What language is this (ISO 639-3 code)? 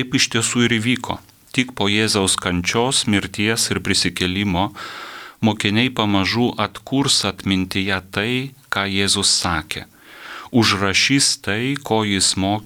lit